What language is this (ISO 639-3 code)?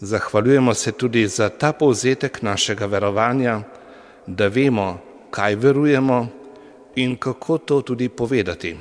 slv